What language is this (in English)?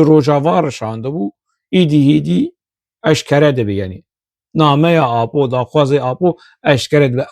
Kurdish